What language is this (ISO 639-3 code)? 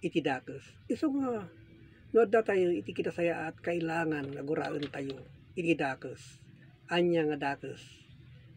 ilo